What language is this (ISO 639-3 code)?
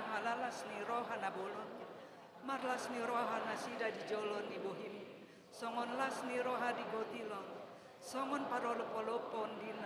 bbc